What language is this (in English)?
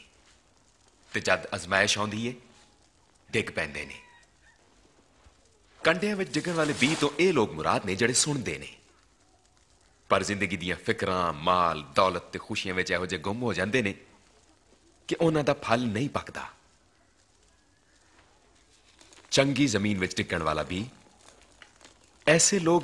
Punjabi